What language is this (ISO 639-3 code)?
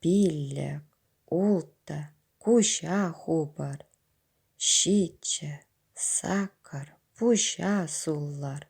chv